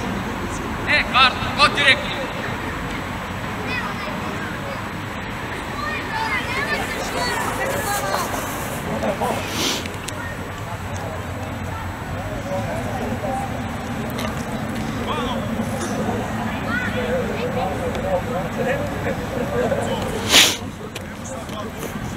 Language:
Croatian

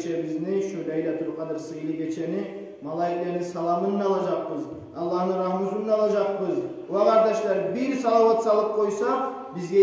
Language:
Kumyk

